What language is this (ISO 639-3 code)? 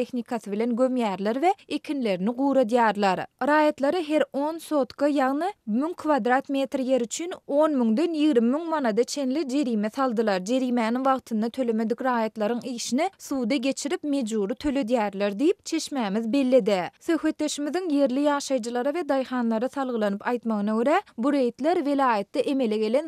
tuk